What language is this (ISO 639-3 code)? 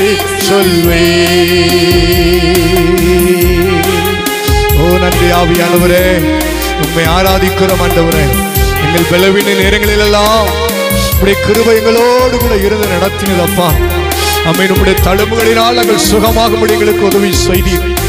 tam